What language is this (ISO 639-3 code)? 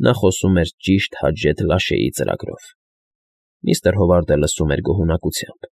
hye